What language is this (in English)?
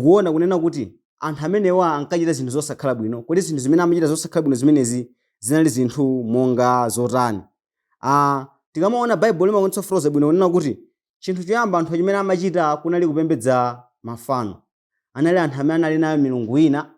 Nyanja